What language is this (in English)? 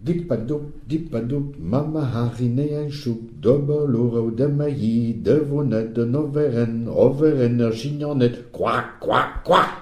Breton